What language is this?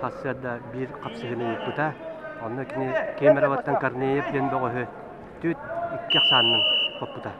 Yakut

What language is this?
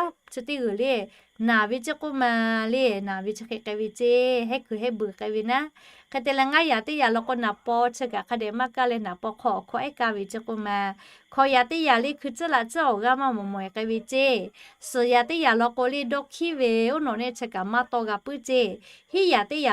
Lahu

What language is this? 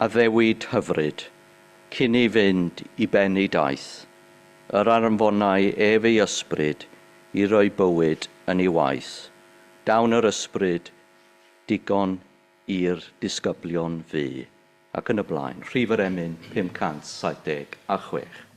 Welsh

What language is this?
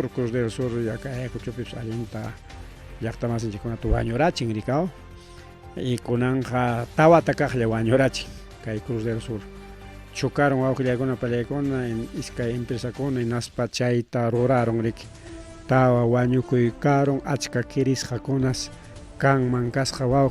Ayacucho Quechua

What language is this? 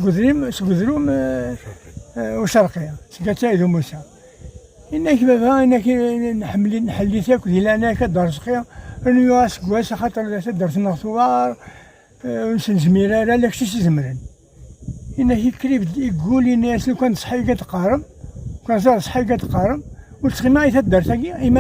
Kabyle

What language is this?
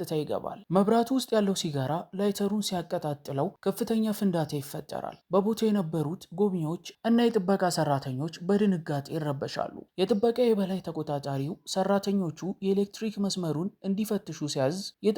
Amharic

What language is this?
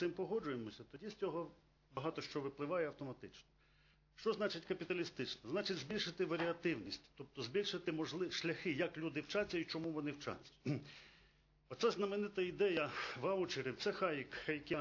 Ukrainian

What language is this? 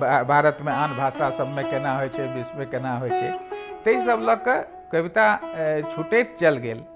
Maithili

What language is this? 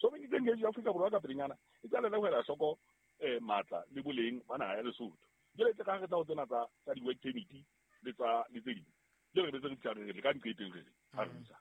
Southern Sotho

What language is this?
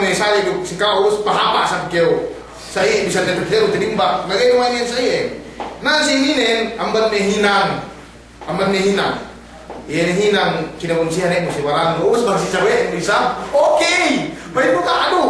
Yakan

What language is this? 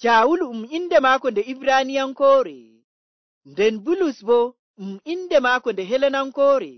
Nigerian Fulfulde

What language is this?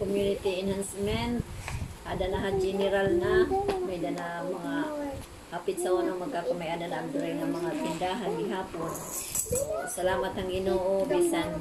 Waray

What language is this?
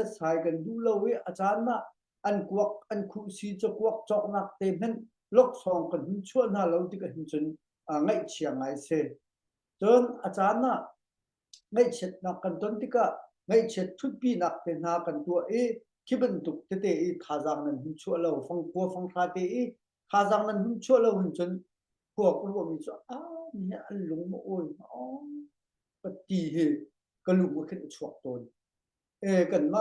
Hakha Chin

